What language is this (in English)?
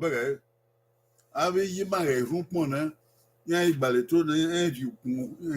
Bini